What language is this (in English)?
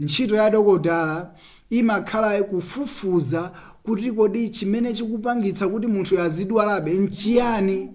Nyanja